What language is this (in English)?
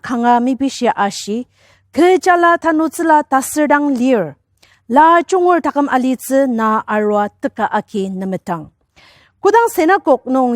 Ao Naga